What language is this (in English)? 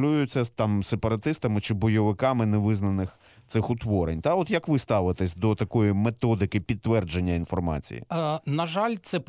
Ukrainian